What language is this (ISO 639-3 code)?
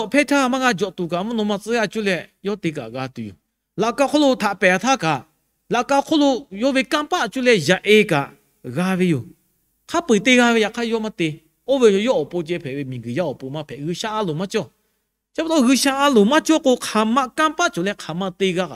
lhu